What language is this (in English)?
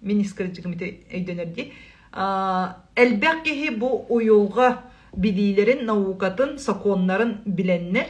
Yakut